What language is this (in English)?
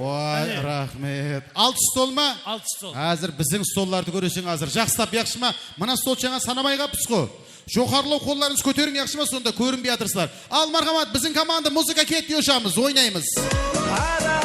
Kara-Kalpak